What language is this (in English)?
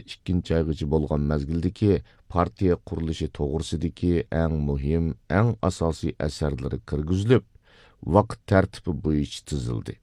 Uyghur